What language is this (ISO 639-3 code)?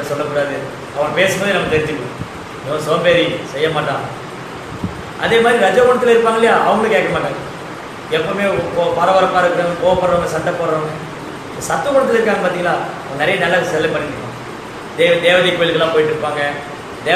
tam